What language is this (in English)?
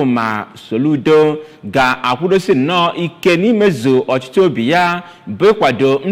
Igbo